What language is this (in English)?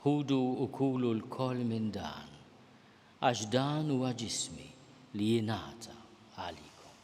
Maltese